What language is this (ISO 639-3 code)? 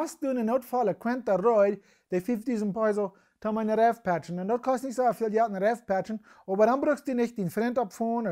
pdt